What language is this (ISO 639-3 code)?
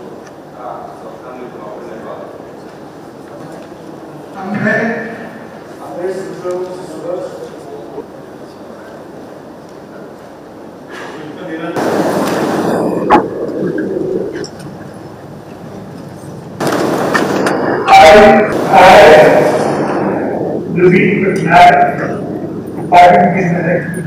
ori